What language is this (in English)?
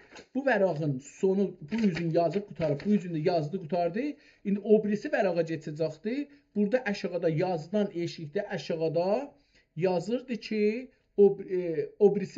South Azerbaijani